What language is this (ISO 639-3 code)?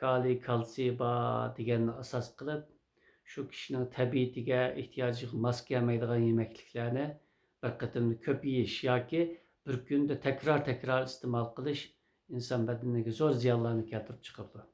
uig